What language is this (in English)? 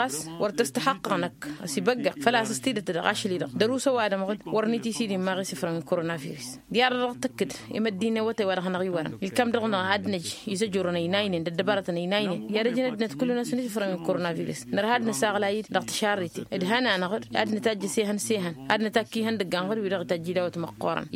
Tamasheq